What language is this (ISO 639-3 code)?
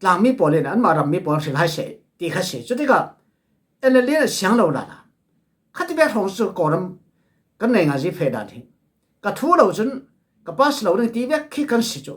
cfm